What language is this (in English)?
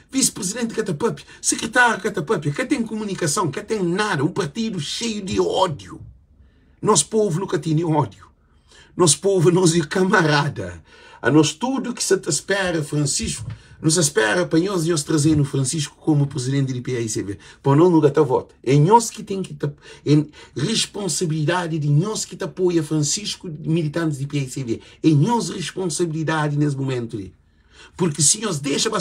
Kabuverdianu